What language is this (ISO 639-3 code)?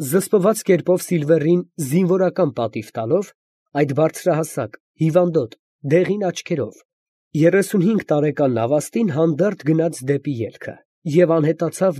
hye